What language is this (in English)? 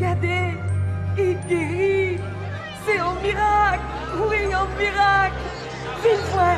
Guadeloupean Creole French